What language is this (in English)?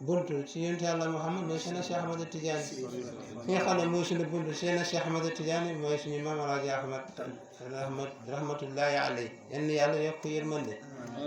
Wolof